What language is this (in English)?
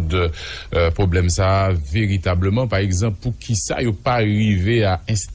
Haitian Creole